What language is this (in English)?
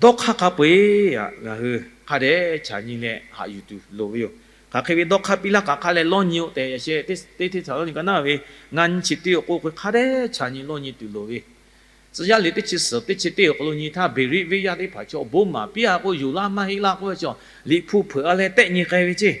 Lahu